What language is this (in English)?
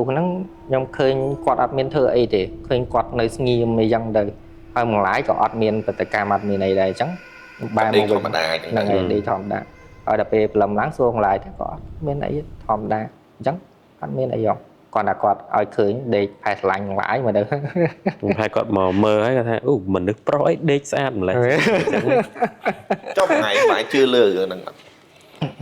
Khmer